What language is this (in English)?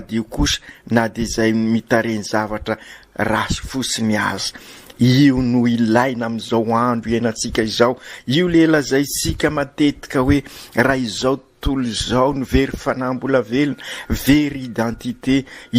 Malagasy